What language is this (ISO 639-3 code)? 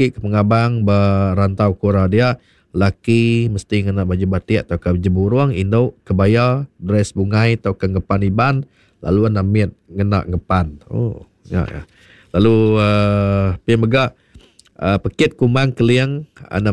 iba